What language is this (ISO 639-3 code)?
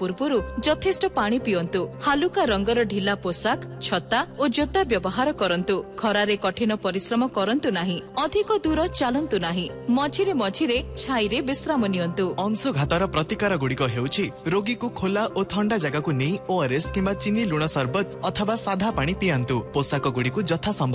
ori